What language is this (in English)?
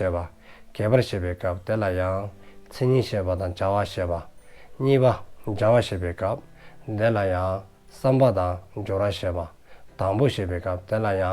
Dzongkha